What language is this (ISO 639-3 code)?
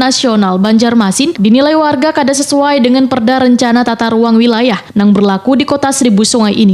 bjn